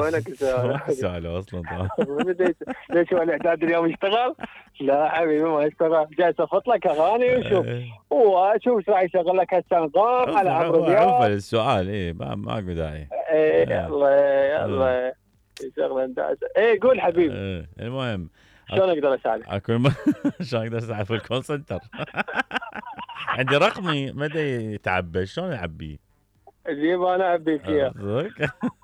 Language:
Mesopotamian Arabic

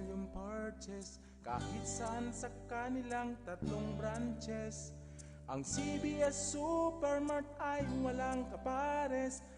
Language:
Bikol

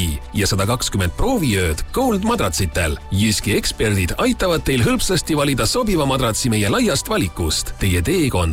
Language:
Estonian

